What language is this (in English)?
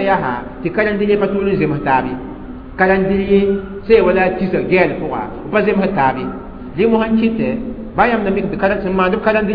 Mossi